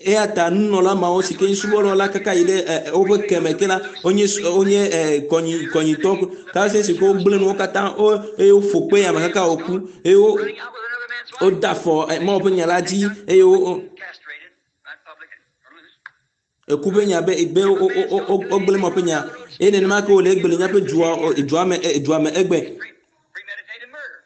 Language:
Ewe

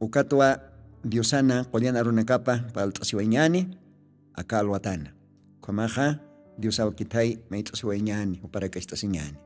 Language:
Aymara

